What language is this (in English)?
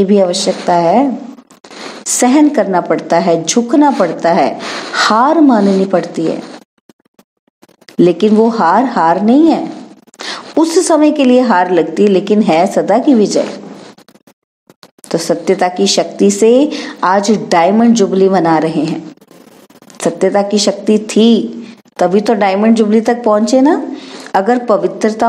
Hindi